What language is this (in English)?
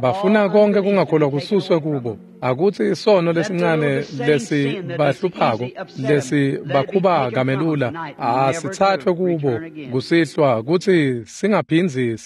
Swati